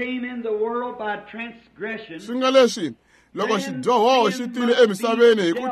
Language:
Tsonga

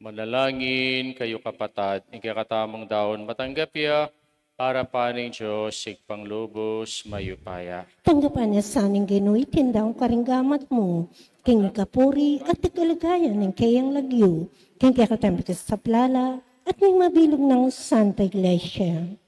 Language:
Pampanga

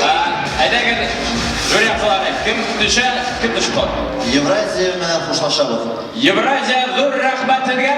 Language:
Bashkir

